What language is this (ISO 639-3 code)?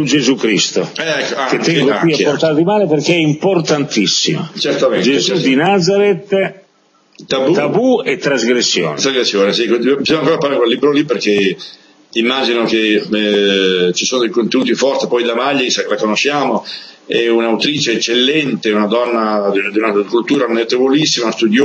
ita